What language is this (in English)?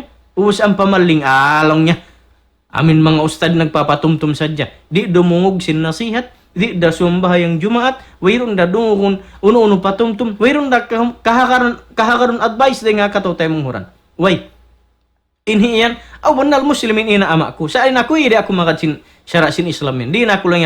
Tausug